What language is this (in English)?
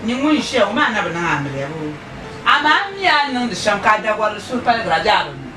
Dagbani